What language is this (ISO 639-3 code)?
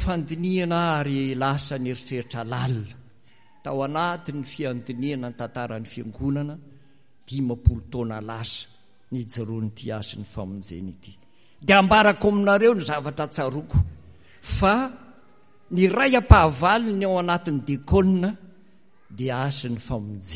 mlg